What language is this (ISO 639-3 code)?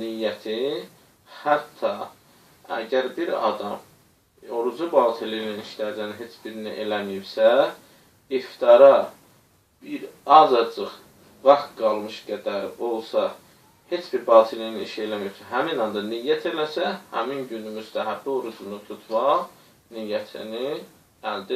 aze